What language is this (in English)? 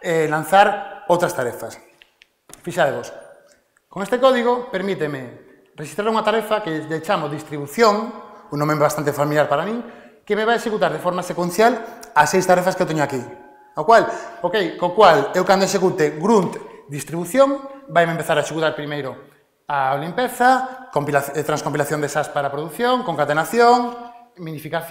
Galician